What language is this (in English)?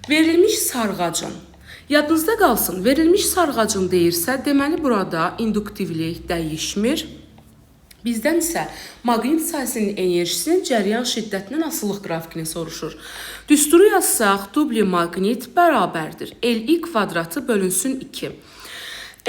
Azerbaijani